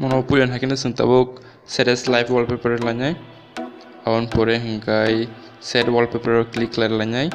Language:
Kok Borok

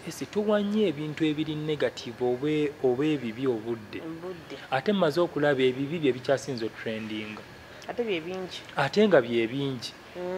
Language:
Ganda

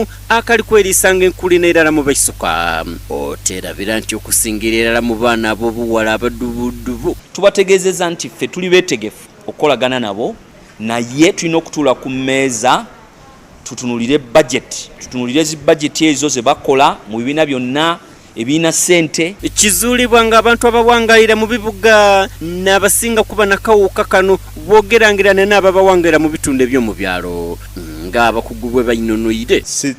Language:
Soga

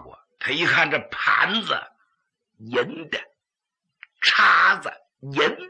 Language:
Chinese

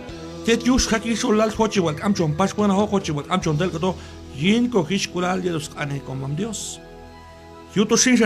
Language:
Q'anjob'al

